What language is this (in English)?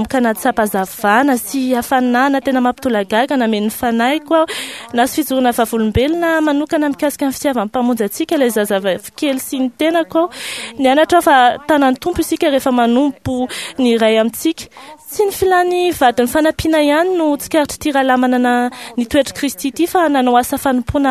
Malagasy